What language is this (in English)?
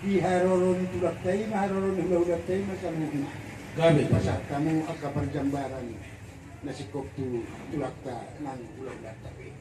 Batak Toba